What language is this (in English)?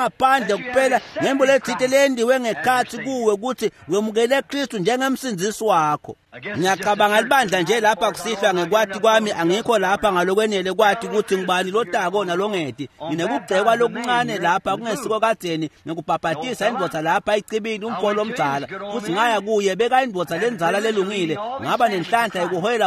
Swati